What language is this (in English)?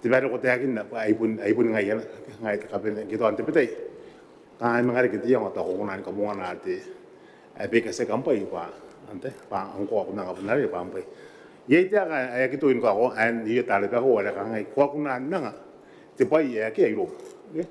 Gilbertese